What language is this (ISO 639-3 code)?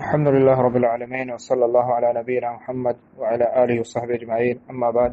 bgp